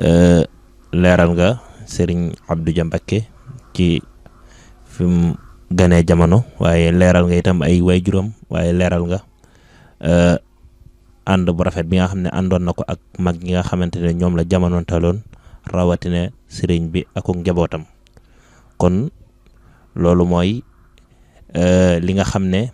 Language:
Wolof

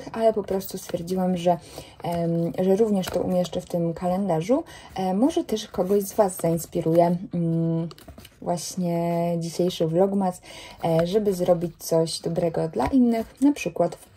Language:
Polish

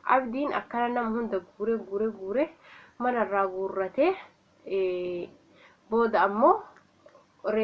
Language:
Oromo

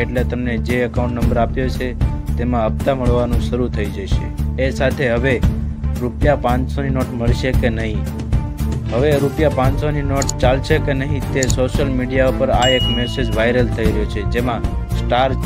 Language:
Gujarati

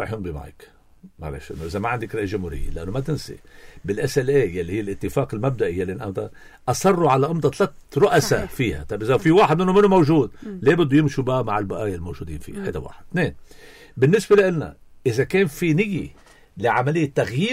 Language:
North Levantine Arabic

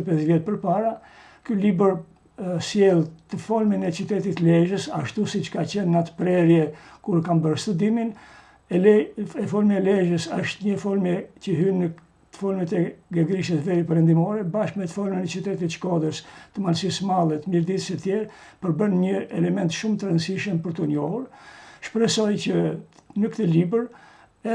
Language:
Albanian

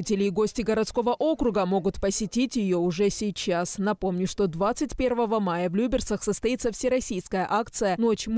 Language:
Russian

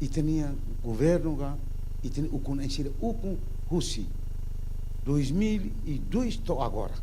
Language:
Tetum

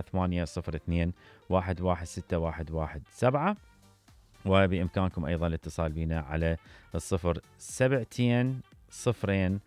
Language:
Mesopotamian Arabic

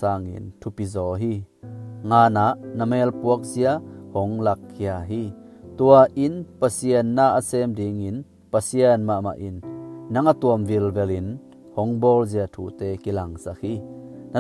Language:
Tedim Chin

